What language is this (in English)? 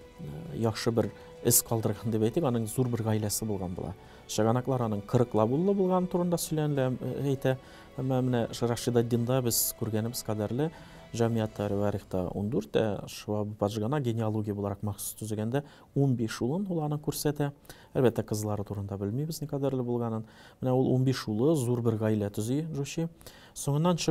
Tatar